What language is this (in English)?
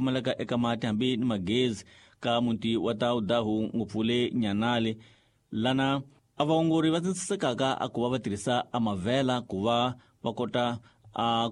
Tsonga